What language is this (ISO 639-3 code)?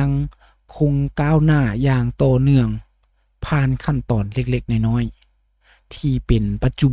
lao